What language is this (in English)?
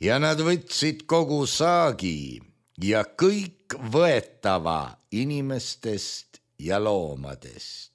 Estonian